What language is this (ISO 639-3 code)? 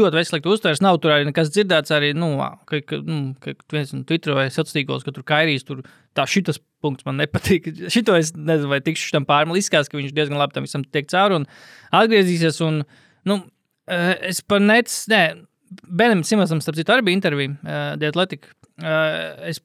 lav